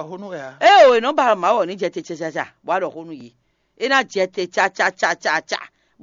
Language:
Fon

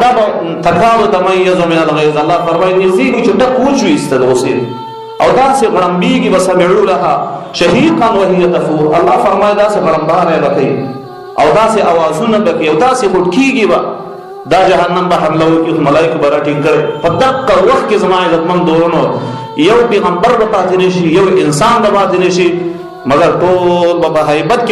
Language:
Pashto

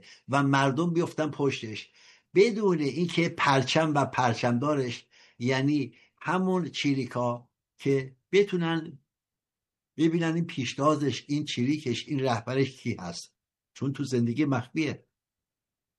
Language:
Persian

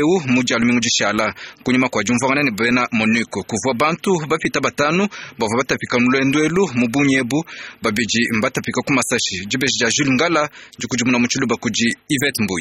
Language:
Luba-Lulua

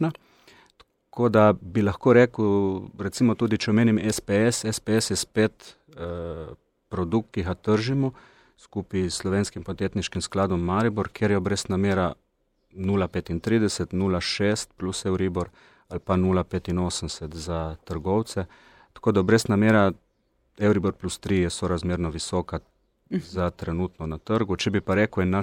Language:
Slovenian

